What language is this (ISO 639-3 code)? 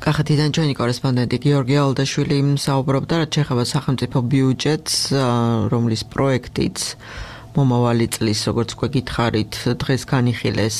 kat